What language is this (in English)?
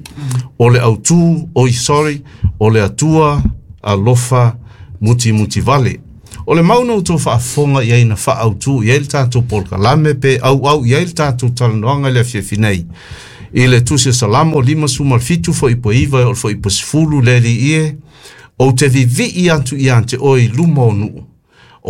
Samoan